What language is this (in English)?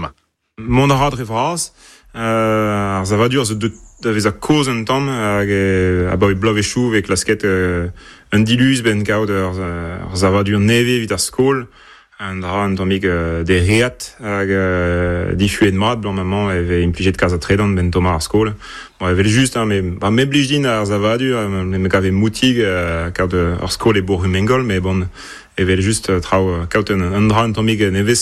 Breton